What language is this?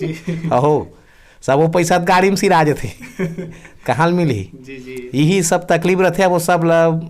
Chhattisgarhi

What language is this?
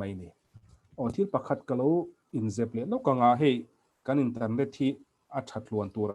Mizo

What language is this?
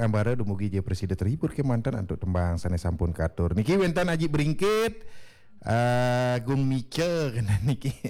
Balinese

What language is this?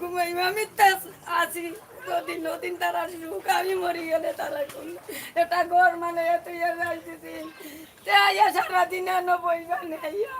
Sylheti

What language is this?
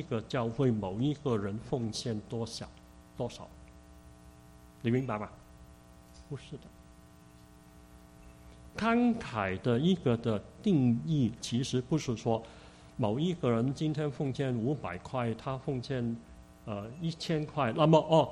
Chinese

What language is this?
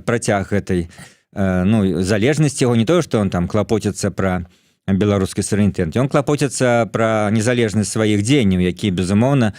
Belarusian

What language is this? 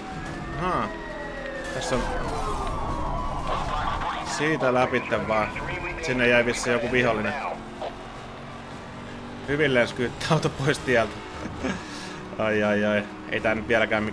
Finnish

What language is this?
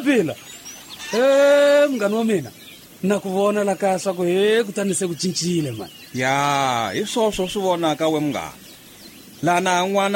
Tsonga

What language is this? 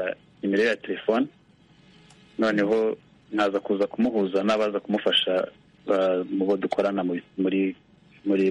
Kinyarwanda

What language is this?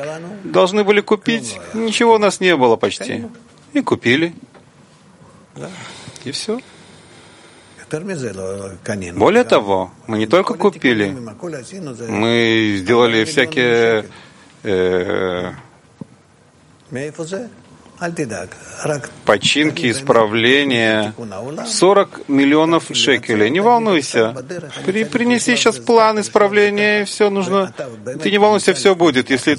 Russian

